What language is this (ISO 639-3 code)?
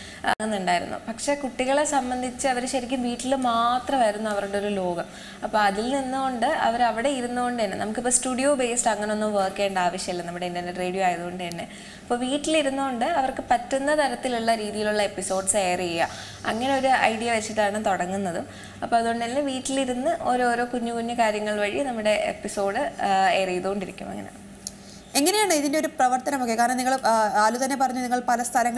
mal